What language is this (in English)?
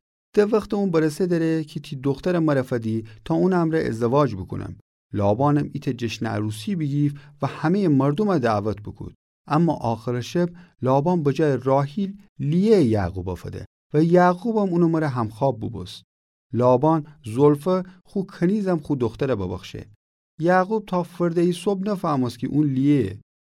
Gilaki